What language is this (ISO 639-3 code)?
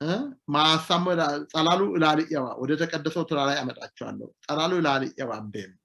sid